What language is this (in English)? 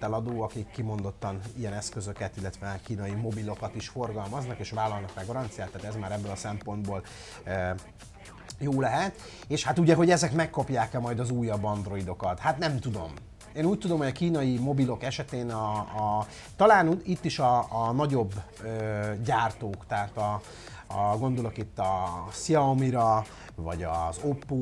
Hungarian